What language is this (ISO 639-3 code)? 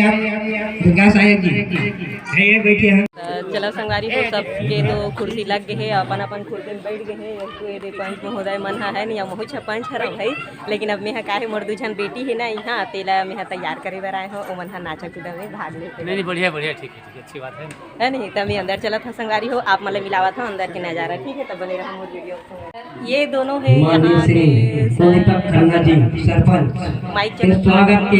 hne